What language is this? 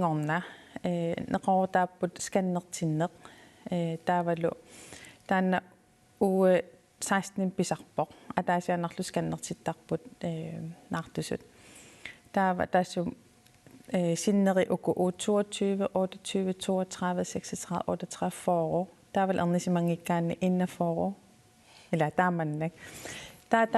Kalaallisut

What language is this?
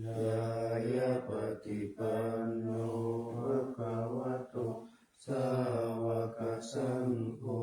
Pali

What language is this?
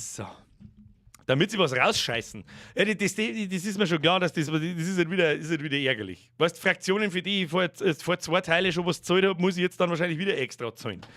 Bavarian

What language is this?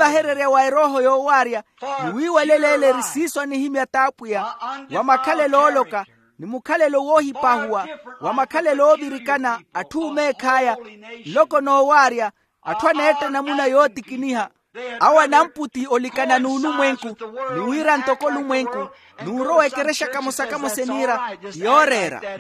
Makhuwa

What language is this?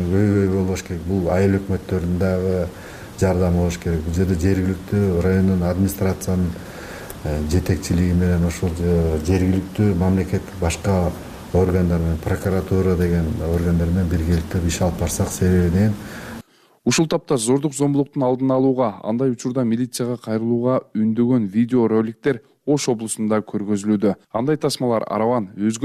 Kyrgyz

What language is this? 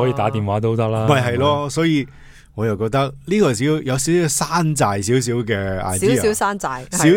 Cantonese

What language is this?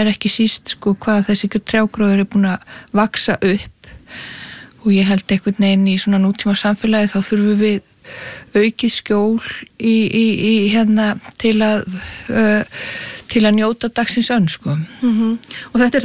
Icelandic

